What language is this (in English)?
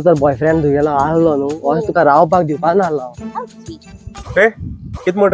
Konkani